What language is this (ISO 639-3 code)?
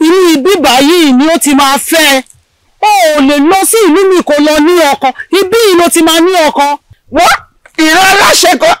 yor